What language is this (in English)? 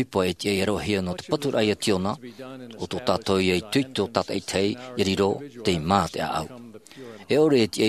Tahitian